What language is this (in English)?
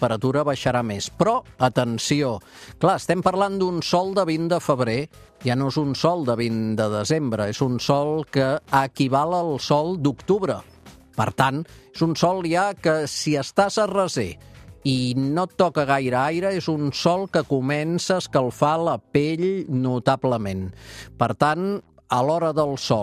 Catalan